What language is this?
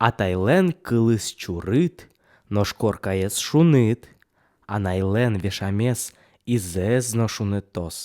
Udmurt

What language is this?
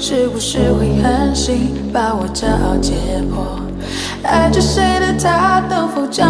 Chinese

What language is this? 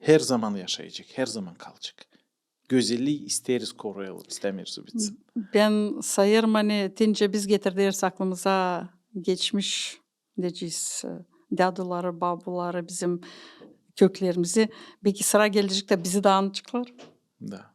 Gagauz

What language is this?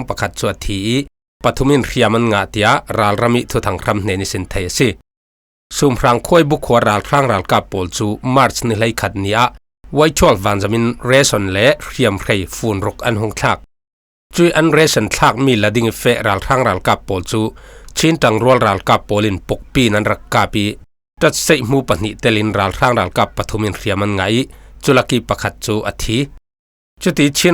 Falam Chin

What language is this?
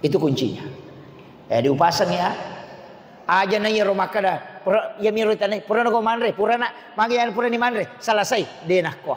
Buginese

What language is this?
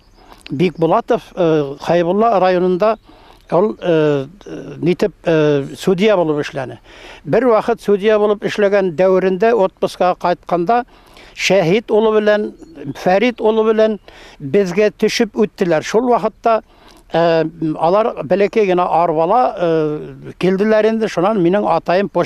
Bashkir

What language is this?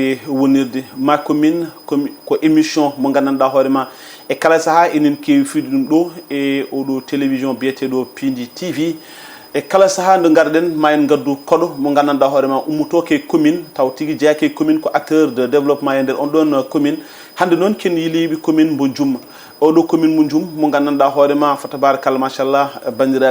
Fula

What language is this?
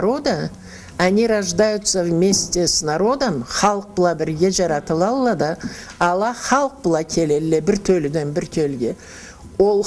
Karachay-Balkar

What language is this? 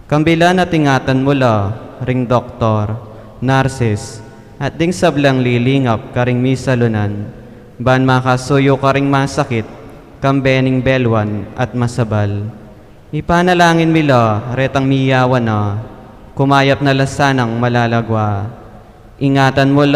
Pampanga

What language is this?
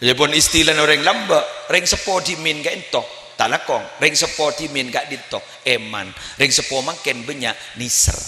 Madurese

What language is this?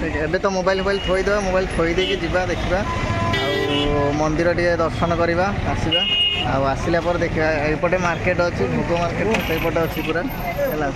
Odia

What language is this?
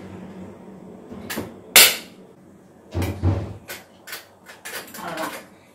Tamil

